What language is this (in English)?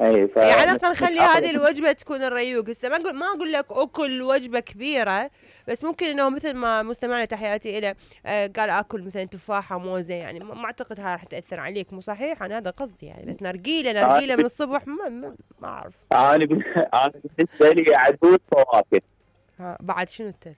Mesopotamian Arabic